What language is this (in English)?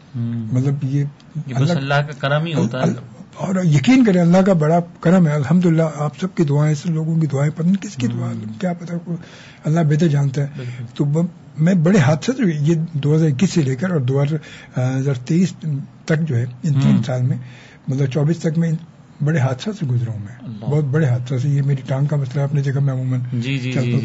Urdu